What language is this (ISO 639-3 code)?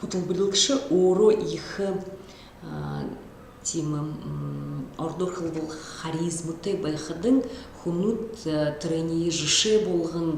bua